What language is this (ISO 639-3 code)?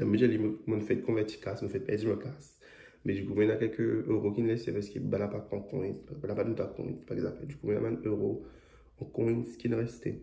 mfe